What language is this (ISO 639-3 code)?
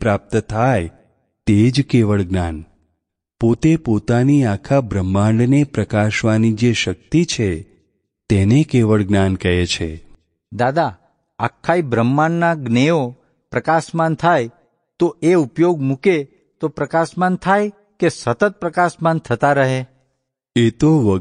guj